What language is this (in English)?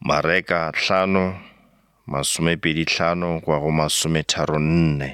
Northern Sotho